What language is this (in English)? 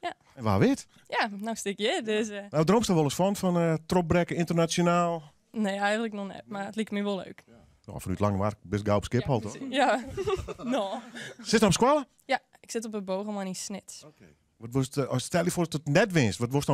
Western Frisian